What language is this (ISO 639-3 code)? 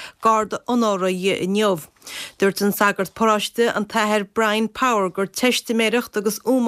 gle